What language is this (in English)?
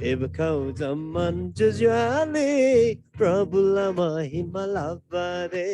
Eastern Tamang